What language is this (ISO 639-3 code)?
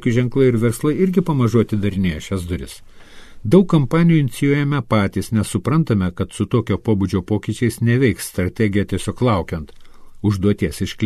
lit